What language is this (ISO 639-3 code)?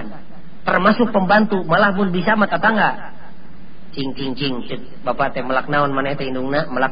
sun